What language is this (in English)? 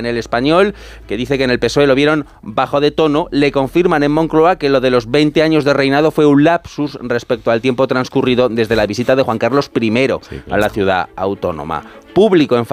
Spanish